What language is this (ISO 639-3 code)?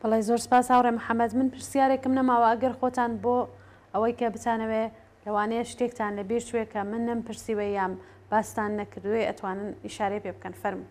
ckb